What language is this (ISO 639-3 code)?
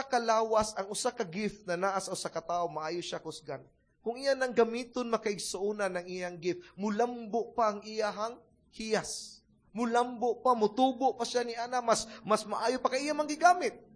ceb